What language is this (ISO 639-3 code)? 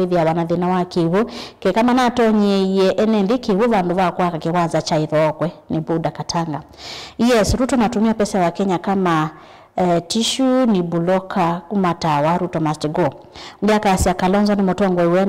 kam